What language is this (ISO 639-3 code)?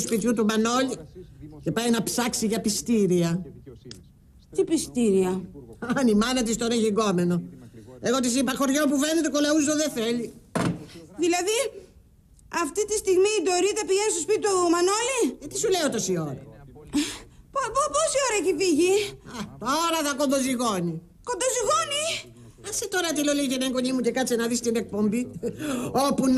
ell